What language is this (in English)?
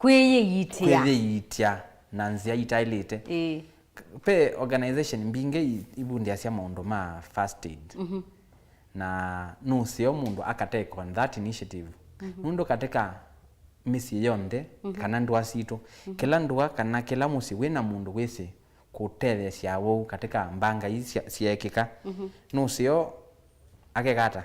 Kamba